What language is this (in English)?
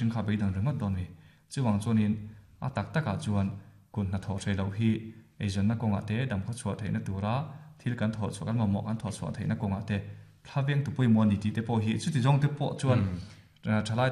Mizo